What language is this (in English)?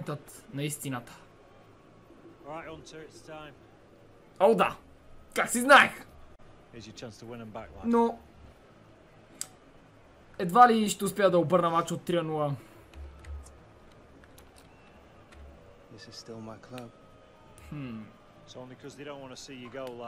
Bulgarian